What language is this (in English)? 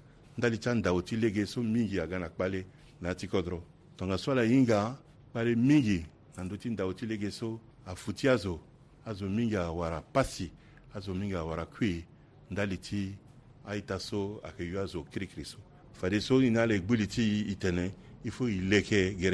Sango